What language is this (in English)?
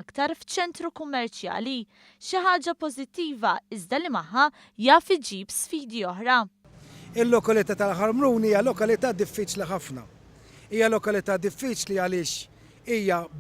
Maltese